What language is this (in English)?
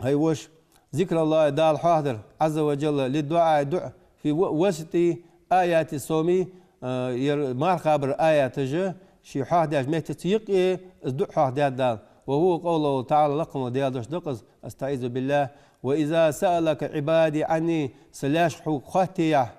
Ingush